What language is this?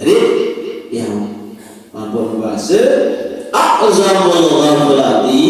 Sasak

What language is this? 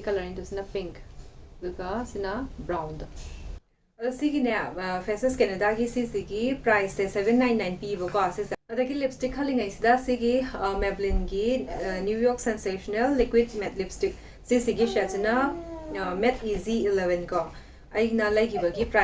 Manipuri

